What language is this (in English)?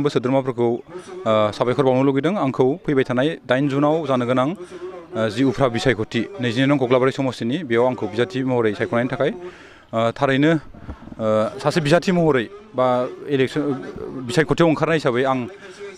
Bodo